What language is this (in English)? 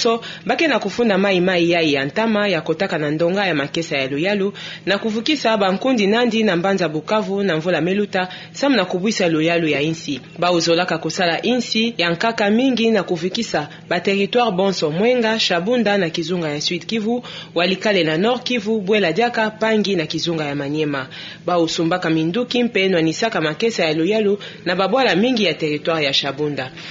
Kituba (Democratic Republic of Congo)